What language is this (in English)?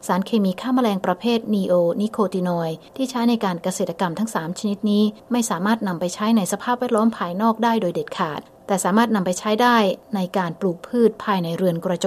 Thai